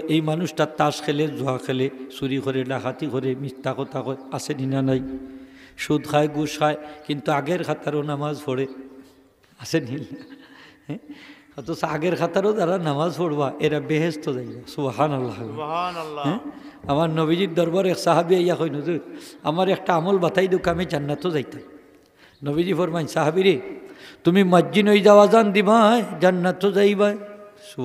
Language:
Sylheti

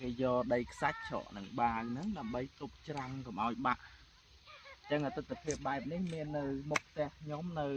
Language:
Khmer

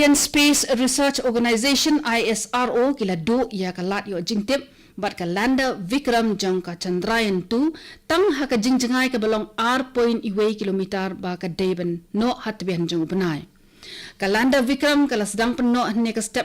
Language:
Khasi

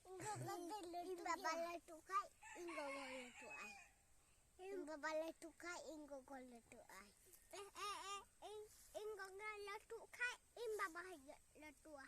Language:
Santali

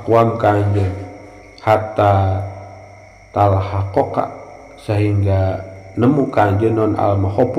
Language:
Sundanese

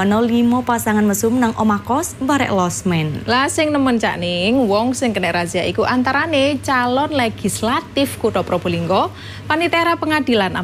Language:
Javanese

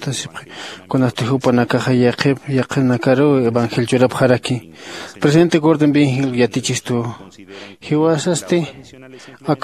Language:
Aymara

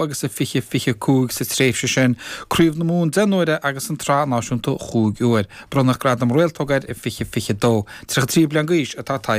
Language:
Irish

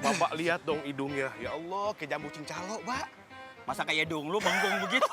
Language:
Betawi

